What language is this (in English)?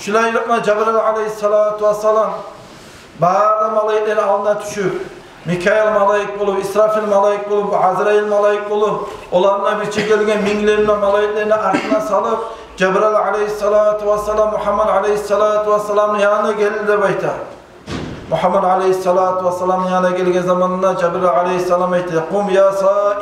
Kumyk